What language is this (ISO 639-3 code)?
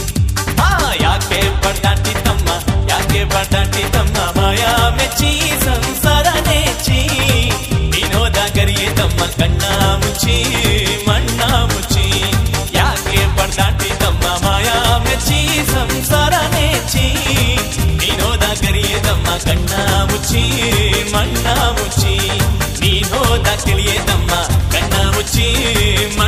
kan